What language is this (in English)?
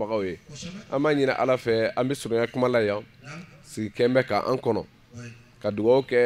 Bambara